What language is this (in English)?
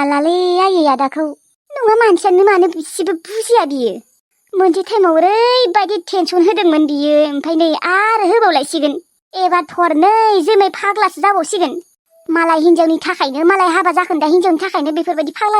Bodo